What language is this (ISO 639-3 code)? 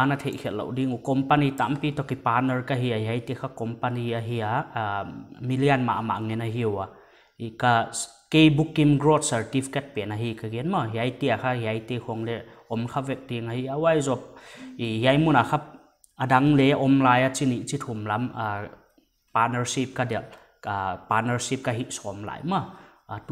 pck